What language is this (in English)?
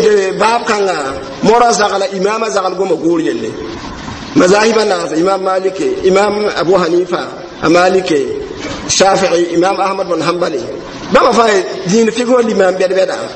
Mossi